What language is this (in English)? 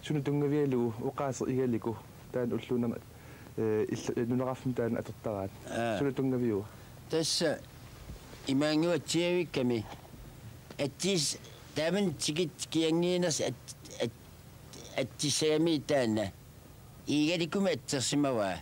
Kalaallisut